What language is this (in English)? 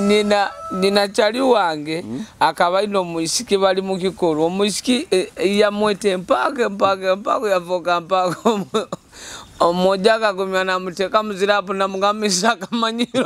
Nyoro